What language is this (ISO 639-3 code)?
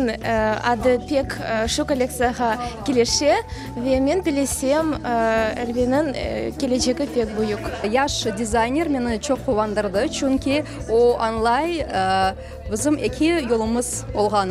crh